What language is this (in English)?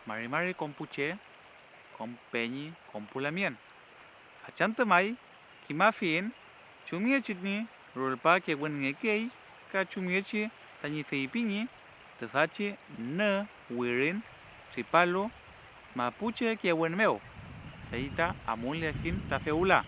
Mapuche